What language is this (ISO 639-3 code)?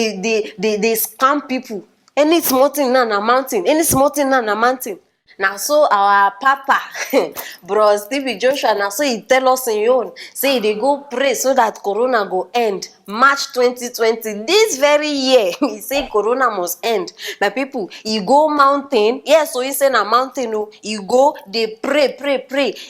pcm